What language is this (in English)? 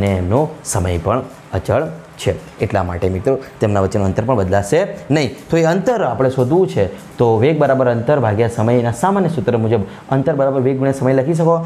Gujarati